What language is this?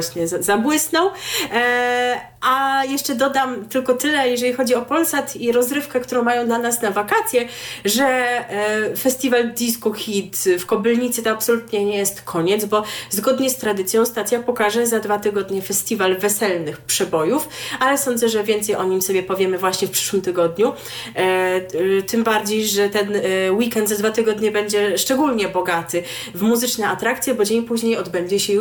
Polish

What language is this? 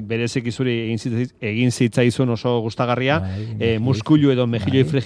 Basque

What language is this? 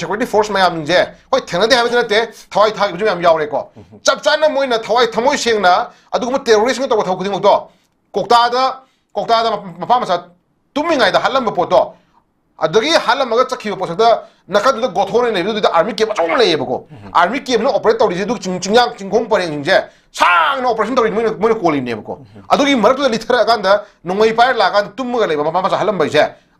Manipuri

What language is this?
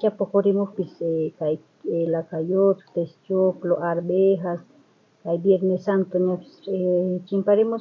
South Bolivian Quechua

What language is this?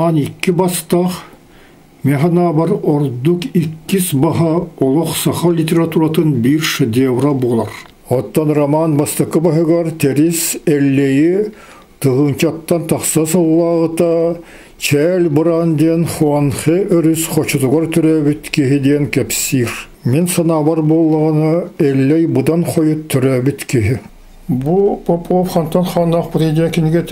Yakut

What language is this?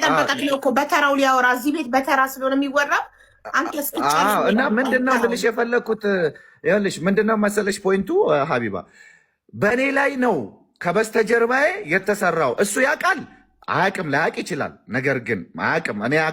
Amharic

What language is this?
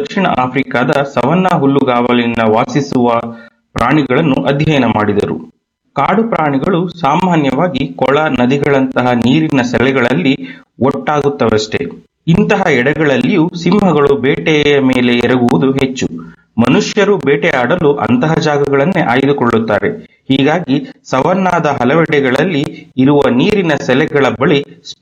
Kannada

